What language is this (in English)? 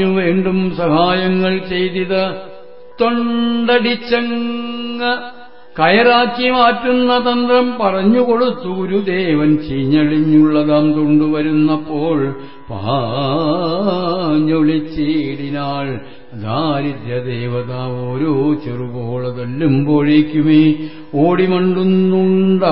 Malayalam